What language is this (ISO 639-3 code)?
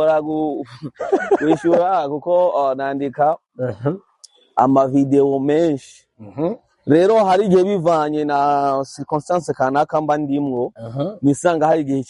run